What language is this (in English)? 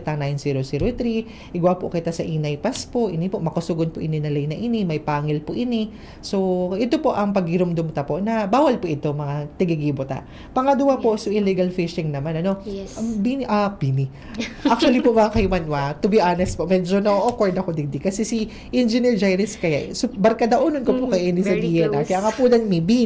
Bikol